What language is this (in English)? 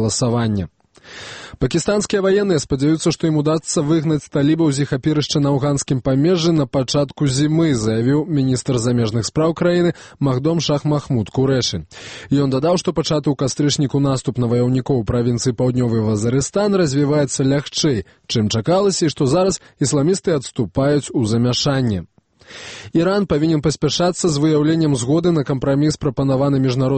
Belarusian